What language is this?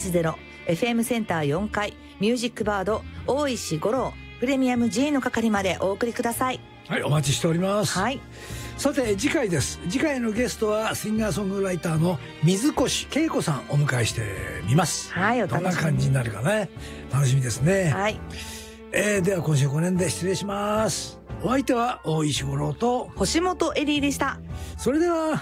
Japanese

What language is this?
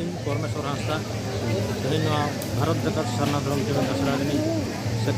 Santali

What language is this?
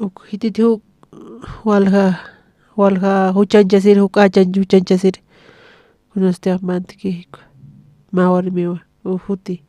Aymara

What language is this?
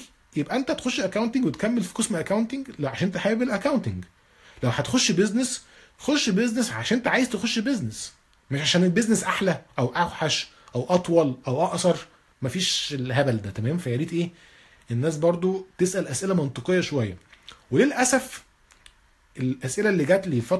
Egyptian Arabic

